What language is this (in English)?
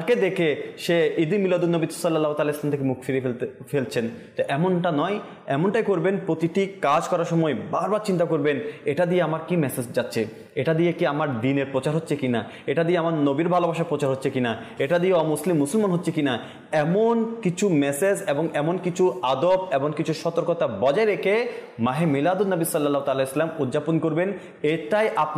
Bangla